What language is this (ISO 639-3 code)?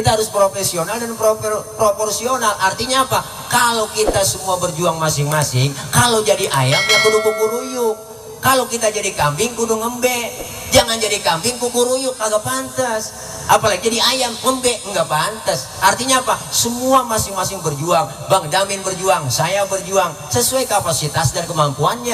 bew